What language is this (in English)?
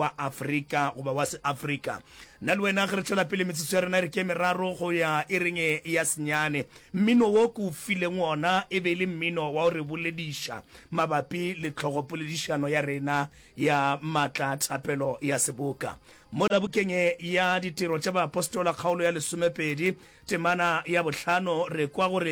Northern Sotho